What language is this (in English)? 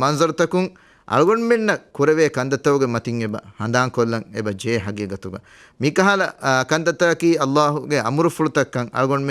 Divehi